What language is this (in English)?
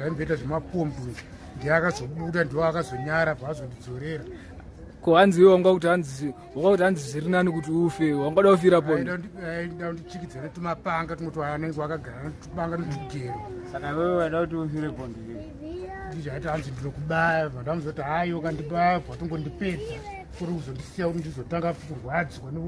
Shona